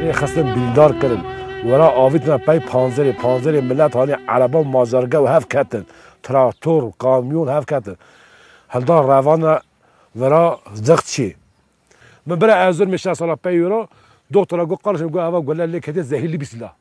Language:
Kurdish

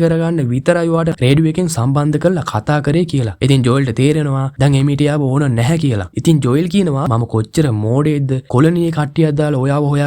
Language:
Sinhala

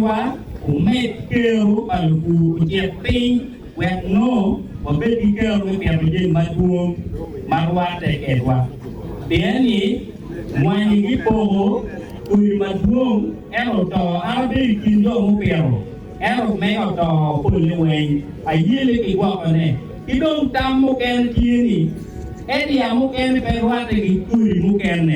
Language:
Acoli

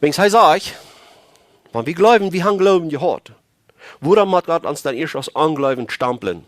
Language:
Plautdietsch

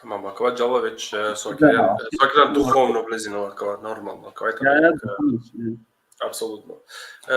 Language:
Balkan Romani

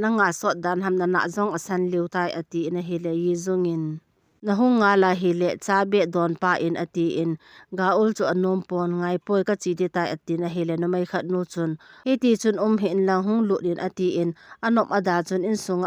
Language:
Thado Chin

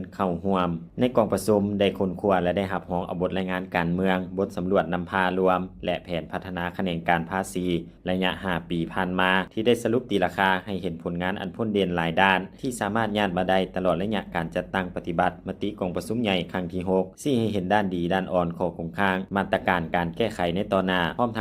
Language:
Lao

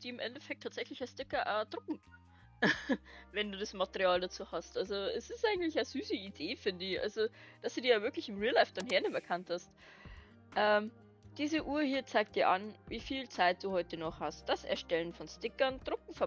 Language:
Bavarian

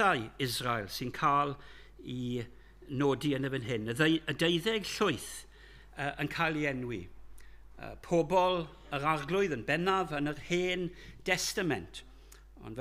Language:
Welsh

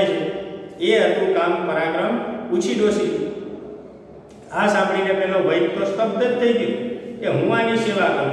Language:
Gujarati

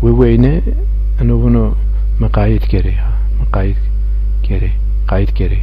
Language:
Zaza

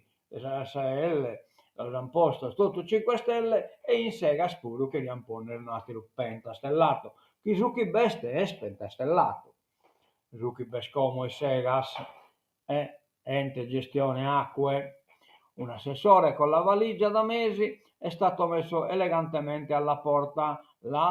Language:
Sardinian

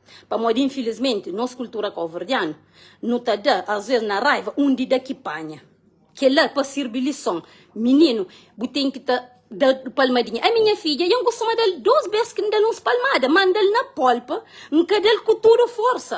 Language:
Kabuverdianu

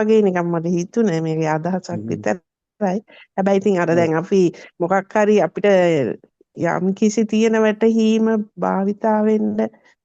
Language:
Sinhala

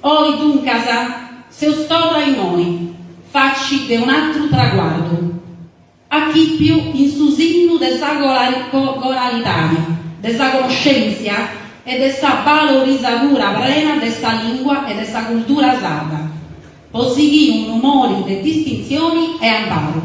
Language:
Sardinian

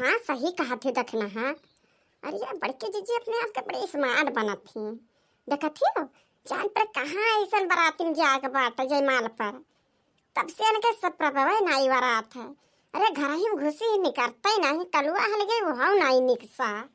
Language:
Awadhi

